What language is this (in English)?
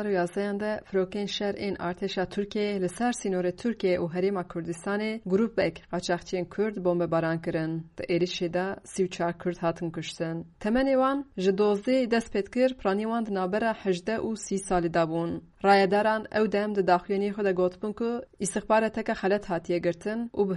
Kurdish